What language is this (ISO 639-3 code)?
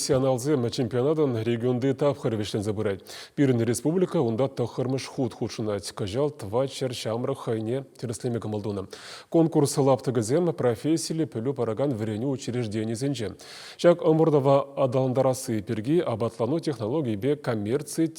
chv